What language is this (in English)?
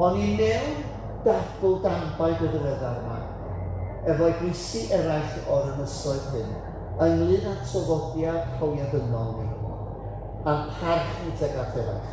Welsh